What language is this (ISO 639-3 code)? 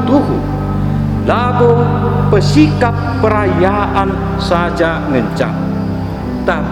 btx